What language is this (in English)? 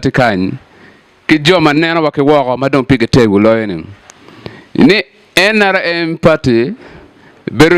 Acoli